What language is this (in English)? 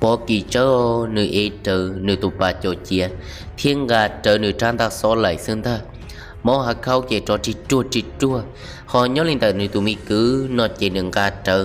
Hmong